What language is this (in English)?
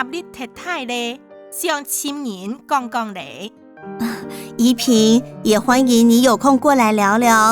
Hakka Chinese